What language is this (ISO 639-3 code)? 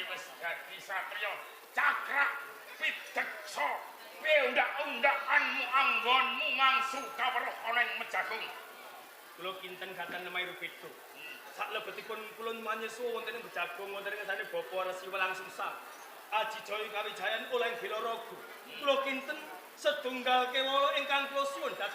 jav